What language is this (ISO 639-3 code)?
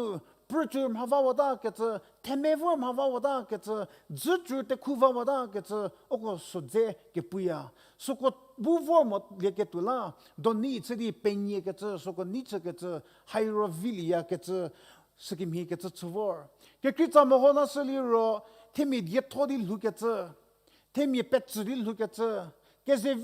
njm